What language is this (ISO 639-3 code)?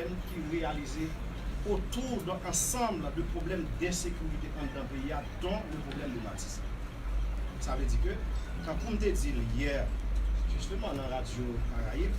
hat